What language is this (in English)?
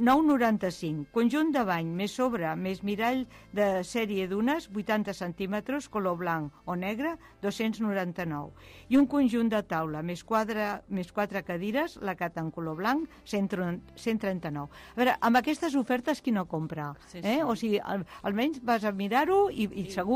Catalan